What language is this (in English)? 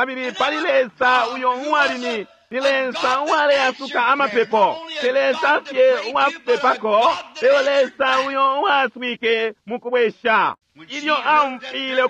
Bemba